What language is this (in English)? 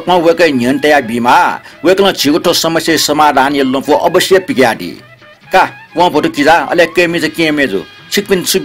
Newari